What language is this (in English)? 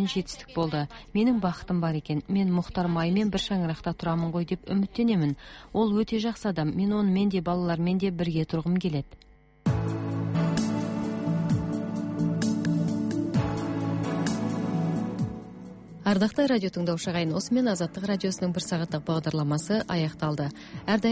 Kazakh